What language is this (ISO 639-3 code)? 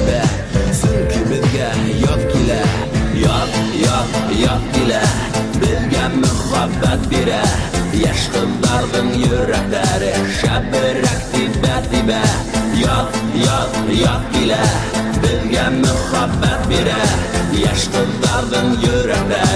bak